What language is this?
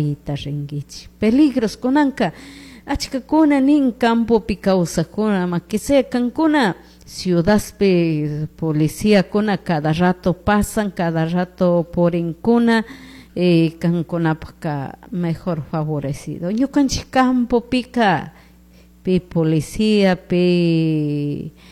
Chimborazo Highland Quichua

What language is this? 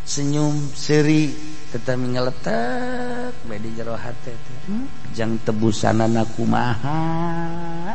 Sundanese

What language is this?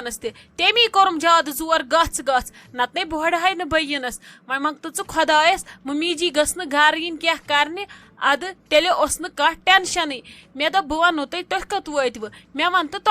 Kashmiri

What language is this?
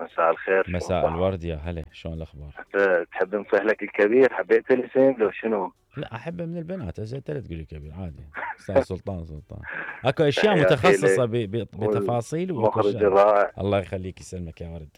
Mesopotamian Arabic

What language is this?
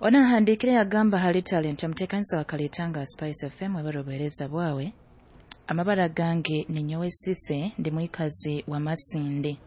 Nyoro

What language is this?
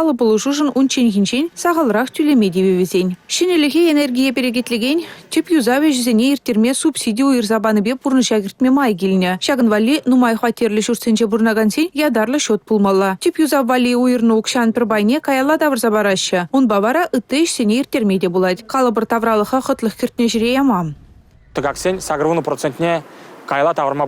Chuvash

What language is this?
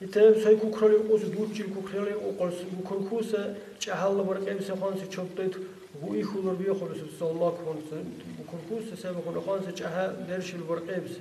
Dargwa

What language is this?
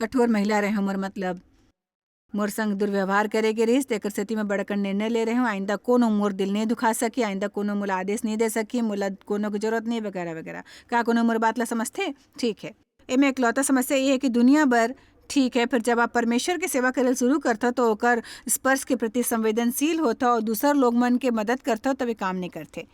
Chhattisgarhi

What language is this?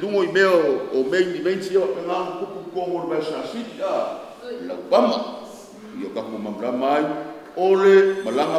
Samoan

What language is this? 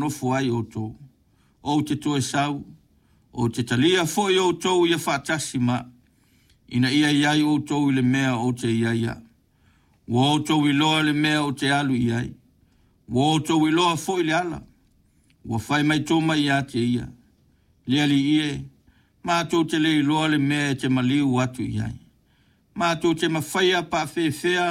Samoan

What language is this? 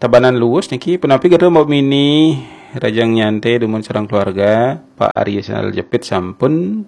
Balinese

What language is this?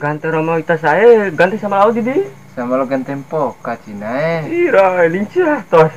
Bima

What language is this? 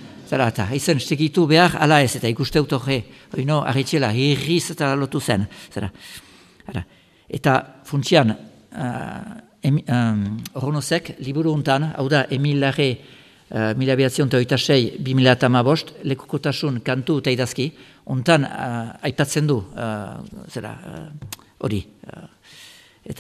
Basque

